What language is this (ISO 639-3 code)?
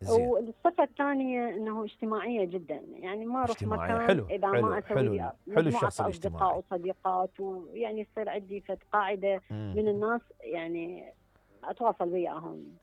acm